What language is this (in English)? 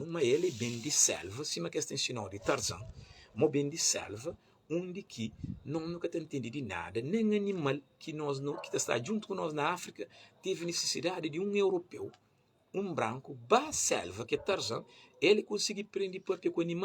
Kabuverdianu